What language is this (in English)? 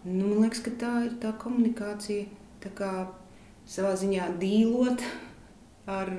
Latvian